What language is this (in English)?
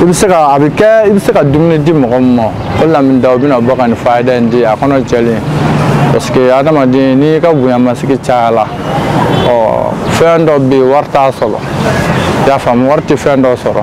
Bambara